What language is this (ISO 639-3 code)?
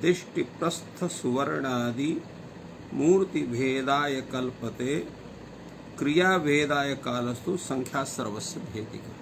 san